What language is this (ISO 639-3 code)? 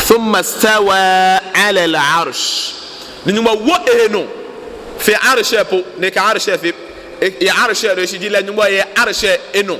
gaa